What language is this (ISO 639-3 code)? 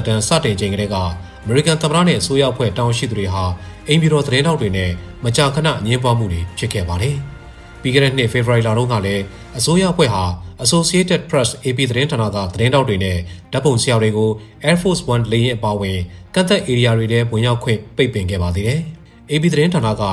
mya